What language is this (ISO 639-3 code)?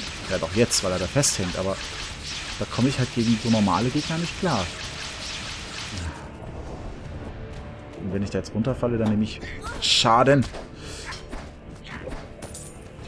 deu